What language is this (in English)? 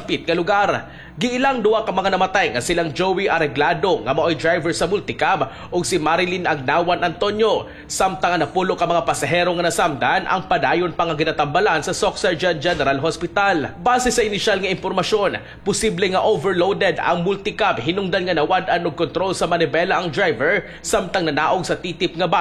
Cebuano